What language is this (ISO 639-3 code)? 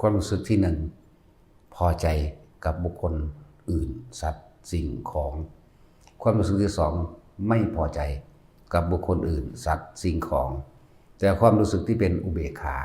tts